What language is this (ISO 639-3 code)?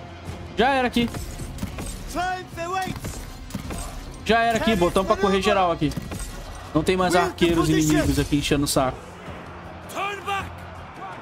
por